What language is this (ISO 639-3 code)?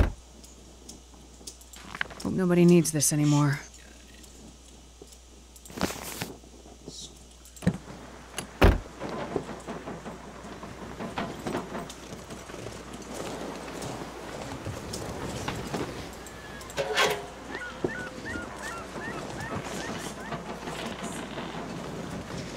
eng